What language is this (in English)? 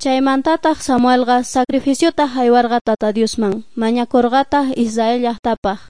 South Bolivian Quechua